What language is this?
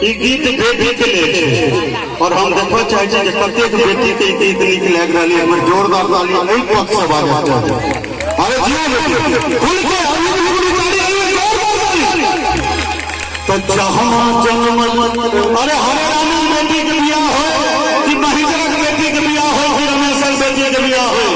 Maithili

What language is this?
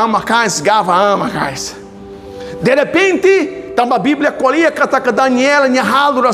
Tetum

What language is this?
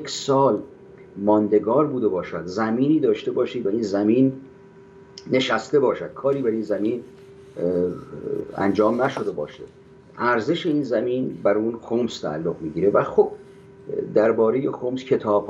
Persian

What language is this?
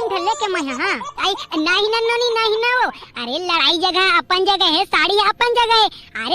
Chhattisgarhi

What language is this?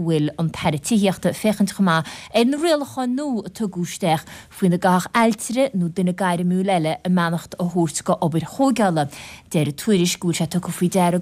Irish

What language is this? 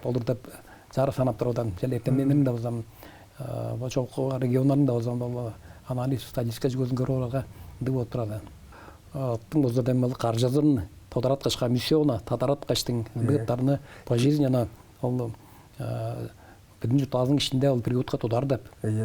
Tuvinian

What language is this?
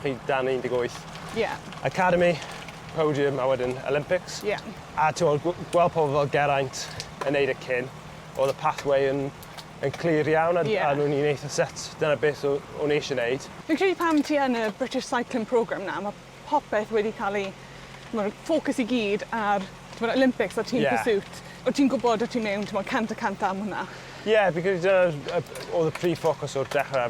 Welsh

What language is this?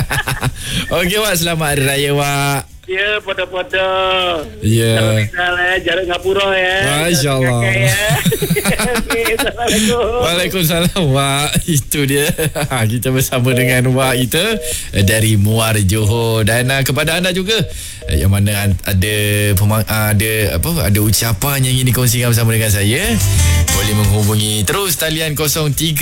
Malay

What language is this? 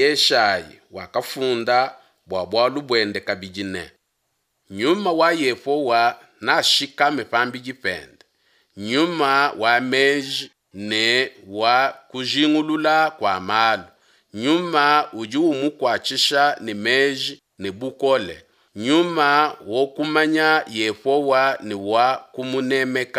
Luba-Lulua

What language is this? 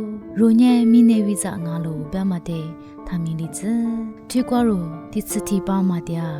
Lisu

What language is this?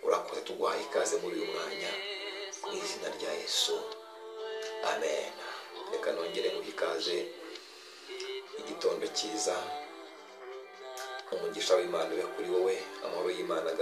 Kinyarwanda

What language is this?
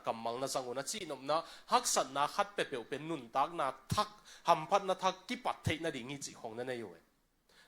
Tedim Chin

